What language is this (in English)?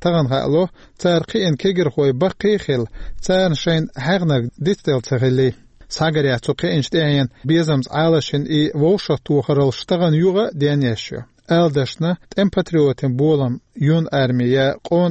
Chechen